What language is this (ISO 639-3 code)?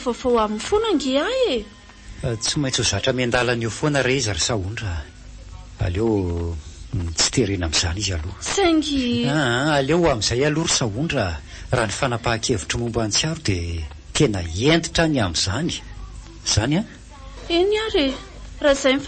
mlg